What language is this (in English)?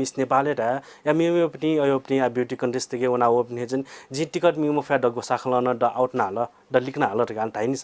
Newari